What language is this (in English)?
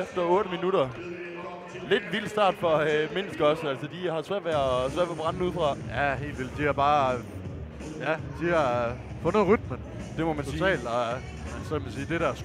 Danish